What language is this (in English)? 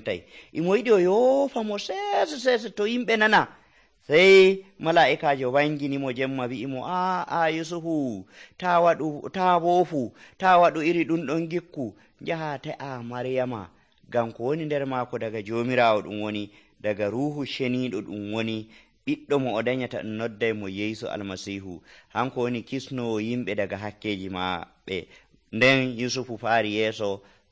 Nigerian Fulfulde